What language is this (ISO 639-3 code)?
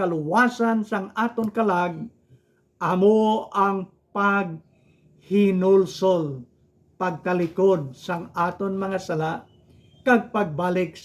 hil